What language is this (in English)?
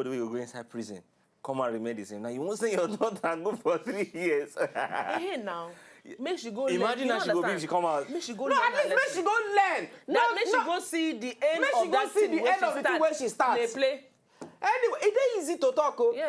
Nigerian Pidgin